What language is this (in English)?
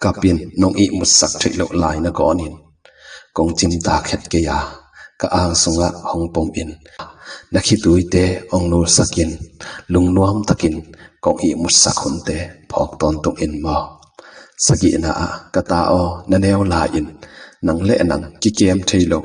Tedim Chin